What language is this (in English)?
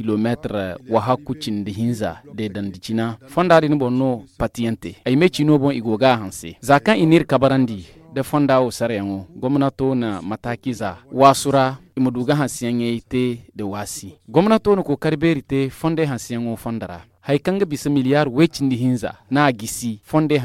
Zarma